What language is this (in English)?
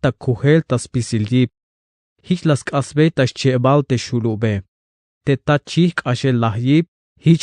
Tzeltal